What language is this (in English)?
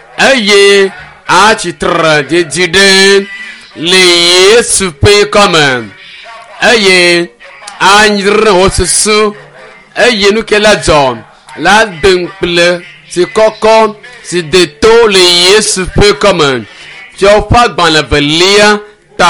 Ewe